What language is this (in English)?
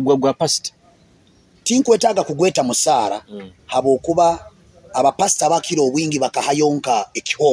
Nyoro